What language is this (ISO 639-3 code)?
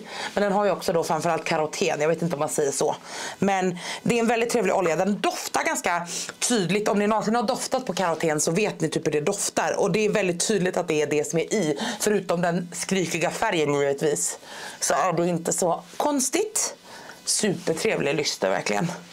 swe